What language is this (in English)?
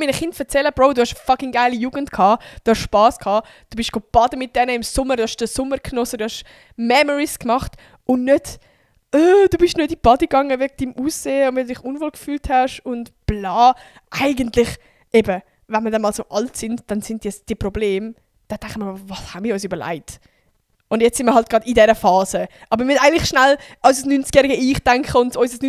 Swiss German